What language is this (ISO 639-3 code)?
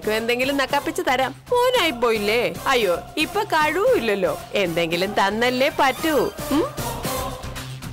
mal